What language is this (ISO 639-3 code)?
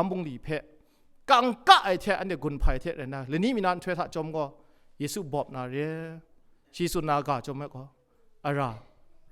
kac